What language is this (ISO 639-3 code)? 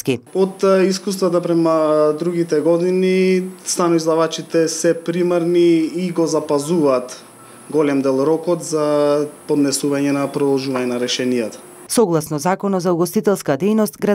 mkd